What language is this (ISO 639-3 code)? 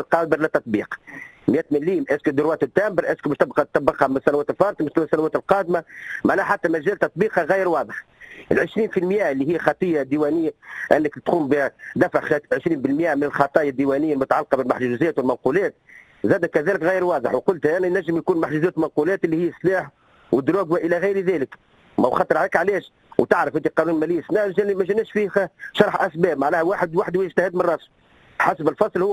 aeb